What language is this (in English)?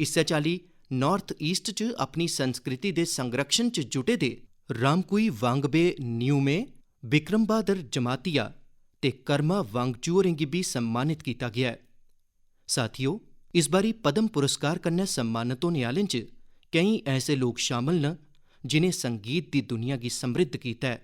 Dogri